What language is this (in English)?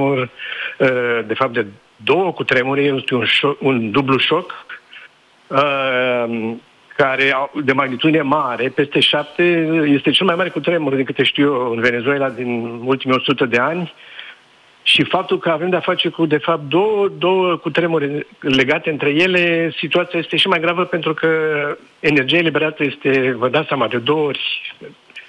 Romanian